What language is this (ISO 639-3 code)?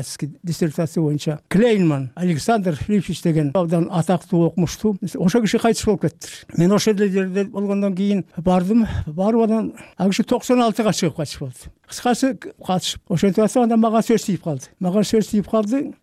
kir